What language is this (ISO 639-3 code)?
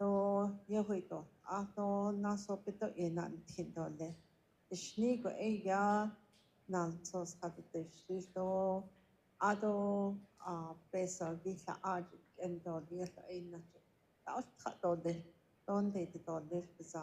nav